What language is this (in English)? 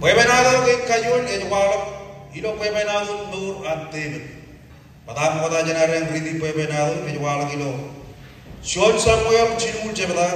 Marshallese